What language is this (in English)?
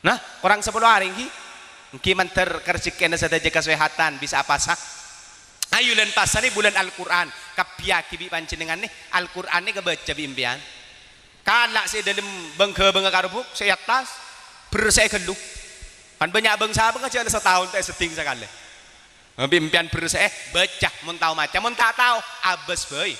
Madurese